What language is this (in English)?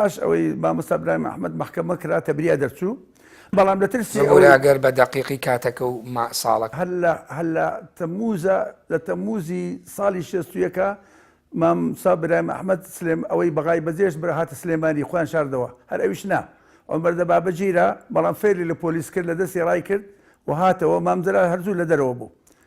Central Kurdish